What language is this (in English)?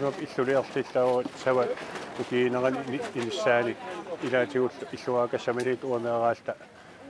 Kalaallisut